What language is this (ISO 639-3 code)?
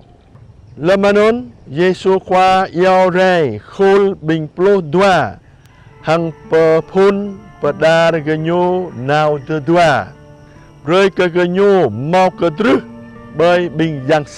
jra